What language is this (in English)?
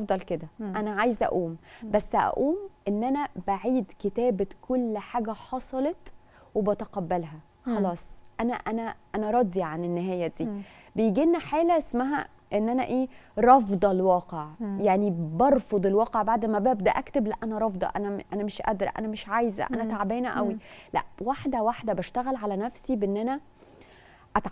Egyptian Arabic